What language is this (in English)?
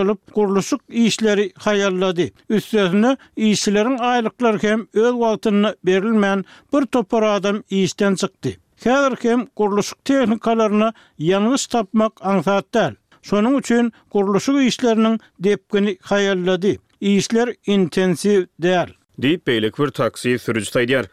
Turkmen